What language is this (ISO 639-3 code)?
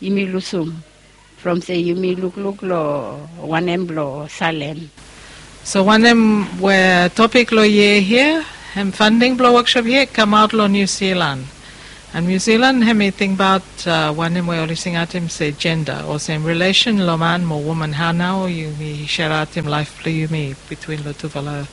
bis